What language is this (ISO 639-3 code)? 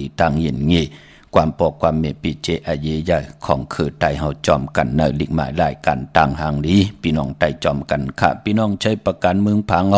shn